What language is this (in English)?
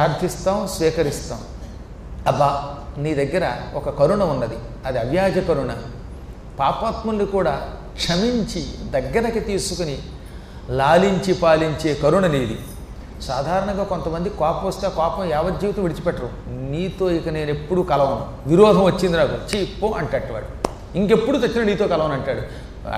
Telugu